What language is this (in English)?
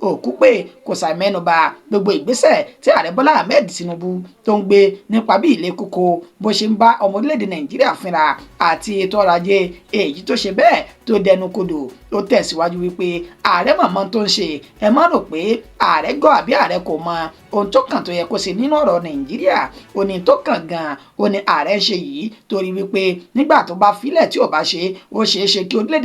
Yoruba